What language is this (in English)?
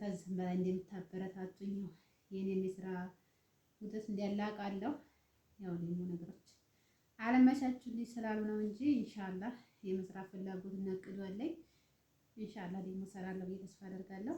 Amharic